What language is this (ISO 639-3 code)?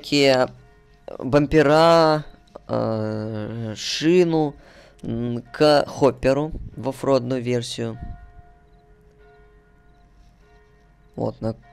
rus